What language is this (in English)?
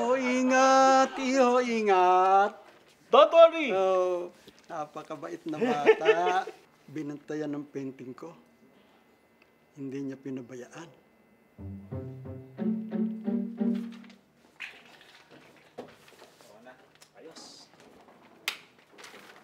Filipino